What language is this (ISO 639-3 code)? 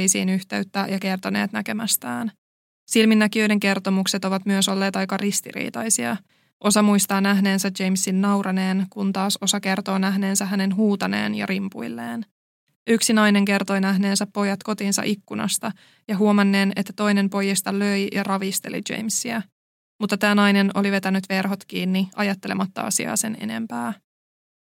fin